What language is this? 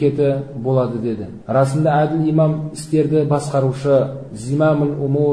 Kazakh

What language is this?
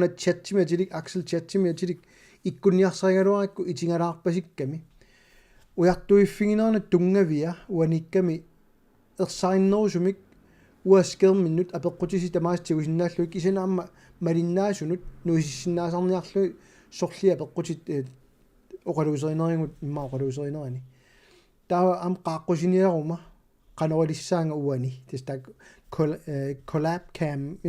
Kalaallisut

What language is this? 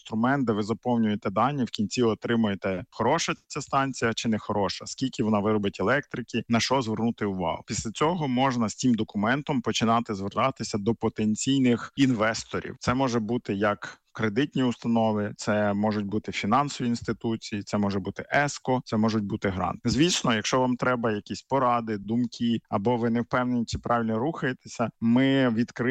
Ukrainian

